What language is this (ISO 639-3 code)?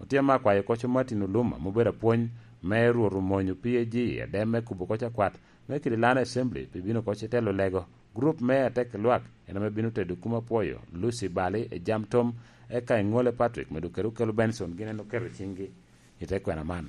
laj